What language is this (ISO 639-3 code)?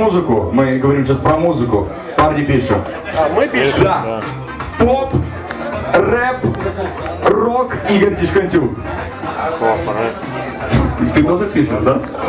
rus